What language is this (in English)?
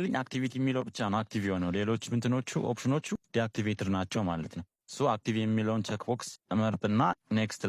Amharic